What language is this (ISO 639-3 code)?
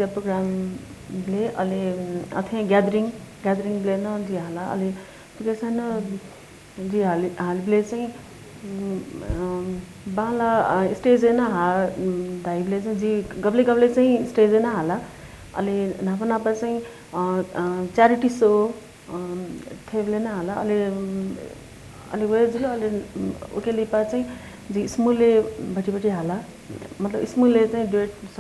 new